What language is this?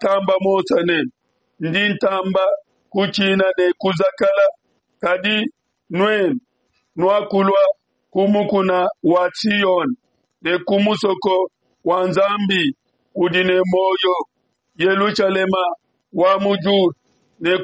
Luba-Lulua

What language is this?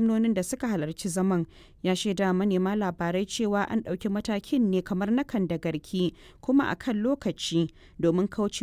Hausa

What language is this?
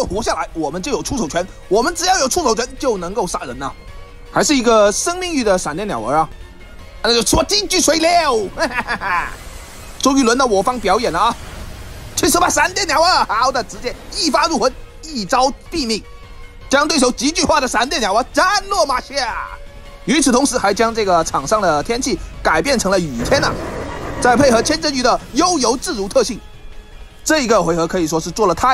Chinese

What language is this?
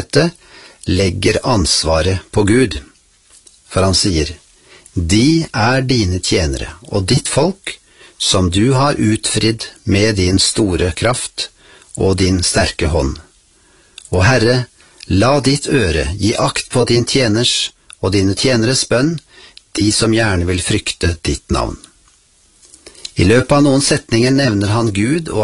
Norwegian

